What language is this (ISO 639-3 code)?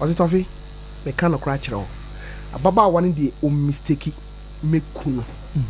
aka